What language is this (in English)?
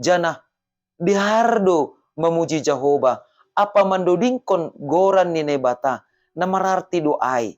Batak Simalungun